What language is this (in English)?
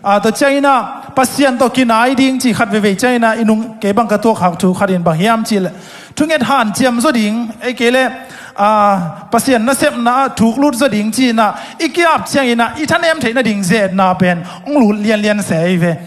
Tedim Chin